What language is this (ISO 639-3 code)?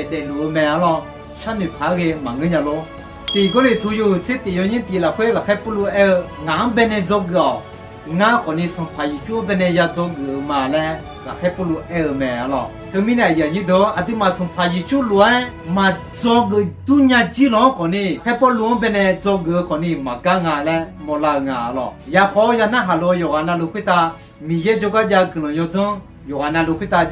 ahk